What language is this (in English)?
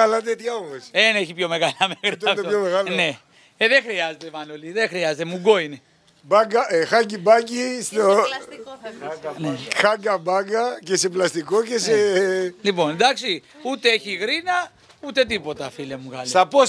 Greek